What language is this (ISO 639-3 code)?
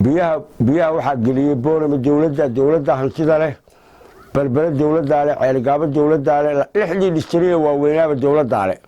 som